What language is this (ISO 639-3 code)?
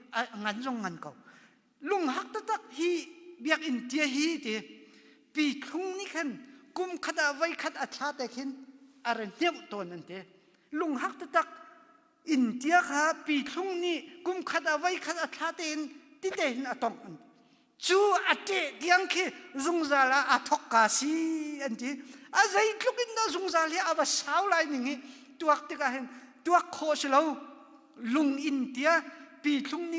cnh